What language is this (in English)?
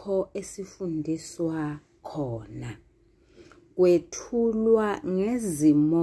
Zulu